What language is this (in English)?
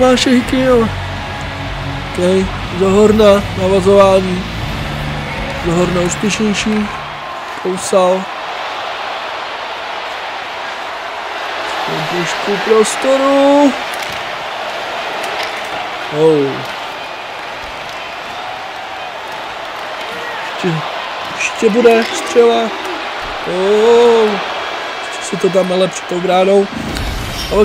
Czech